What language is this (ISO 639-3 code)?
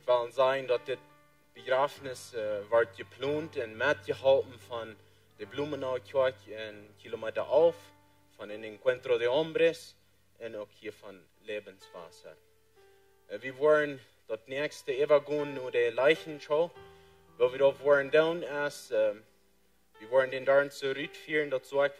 pdt